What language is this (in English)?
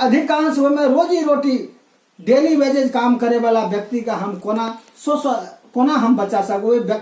Maithili